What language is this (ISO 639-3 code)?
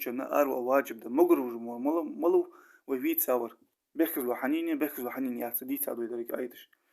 inh